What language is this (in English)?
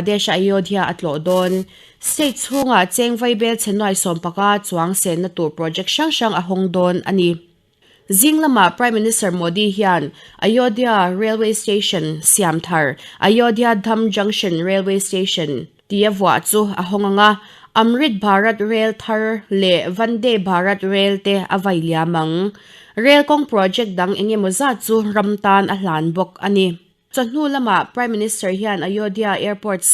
Mizo